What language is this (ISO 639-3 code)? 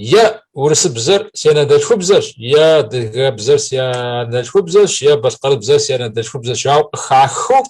kbd